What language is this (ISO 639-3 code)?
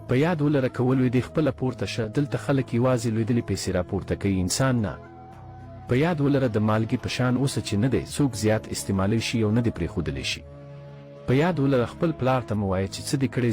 pus